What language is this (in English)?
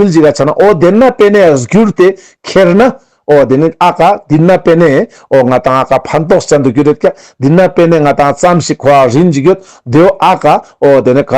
Ladakhi